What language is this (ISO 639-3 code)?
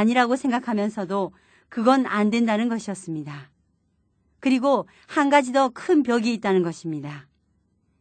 kor